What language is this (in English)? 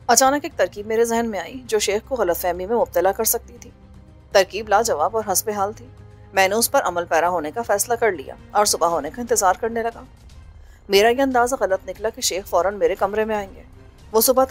Urdu